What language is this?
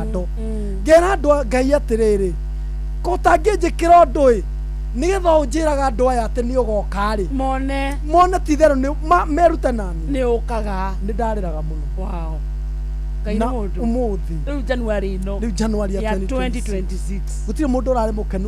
Kikuyu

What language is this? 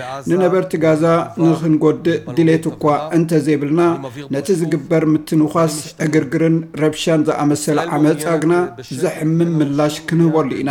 Tigrinya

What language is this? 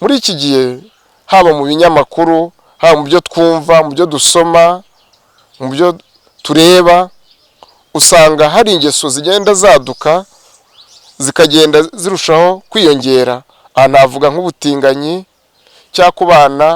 Kinyarwanda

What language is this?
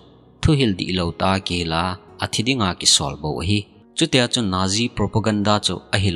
Thado Chin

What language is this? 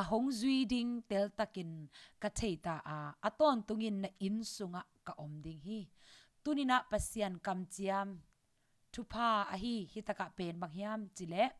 Tedim Chin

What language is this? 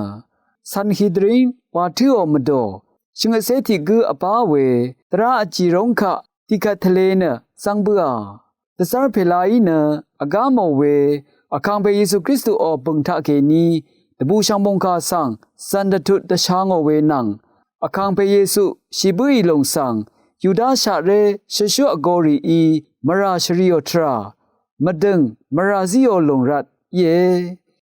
Rawang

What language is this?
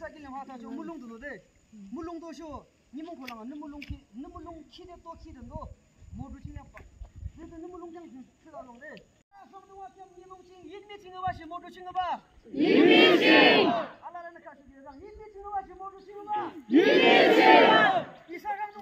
Yimchungru Naga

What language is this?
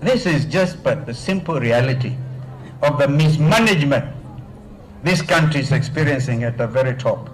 Kamba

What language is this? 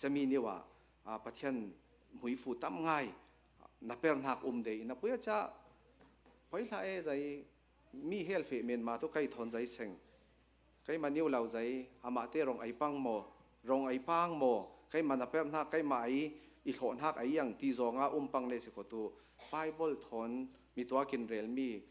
Hakha Chin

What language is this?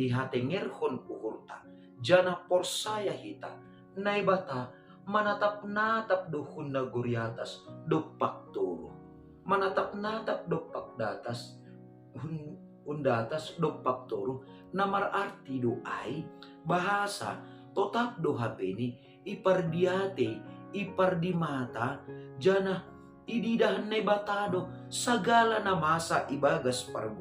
Batak Simalungun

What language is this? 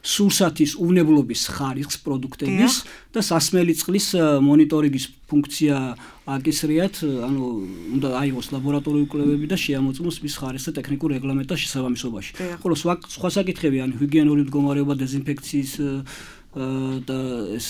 Georgian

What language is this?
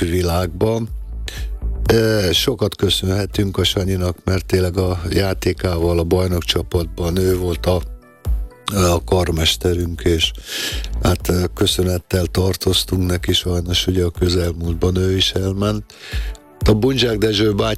Hungarian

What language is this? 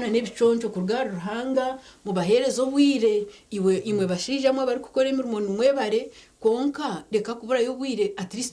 Nyankole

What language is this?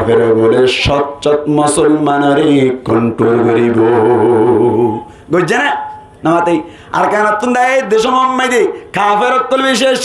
Rohingya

